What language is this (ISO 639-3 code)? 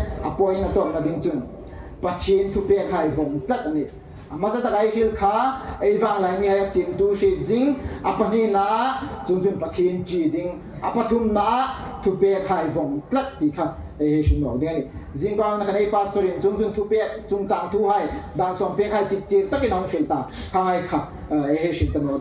hmr